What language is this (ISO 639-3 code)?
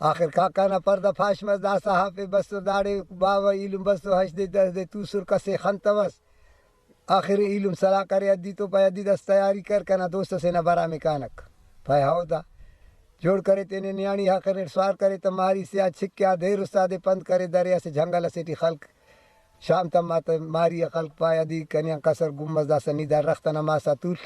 brh